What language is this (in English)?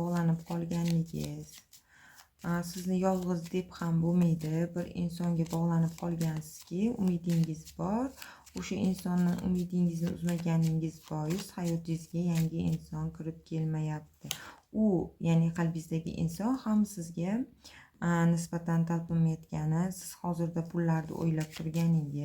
Uzbek